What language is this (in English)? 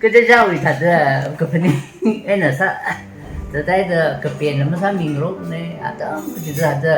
Tangkhul Naga (India)